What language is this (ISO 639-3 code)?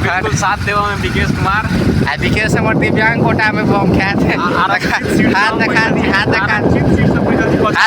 mai